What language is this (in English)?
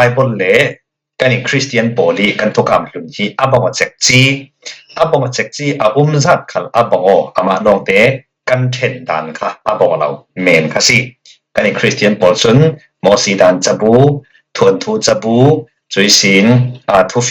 Falam Chin